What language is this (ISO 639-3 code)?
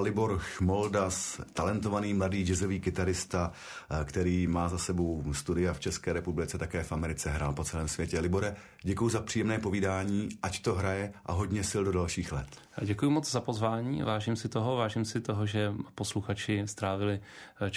ces